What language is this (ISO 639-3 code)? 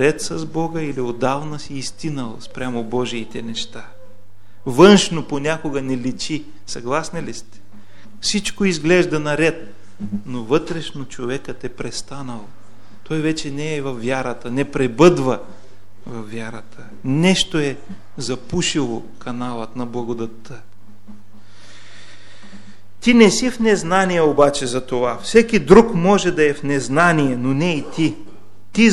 bul